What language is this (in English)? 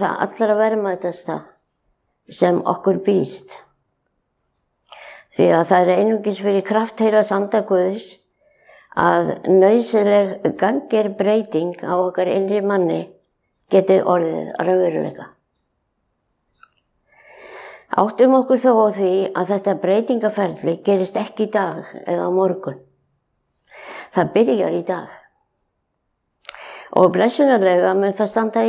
Icelandic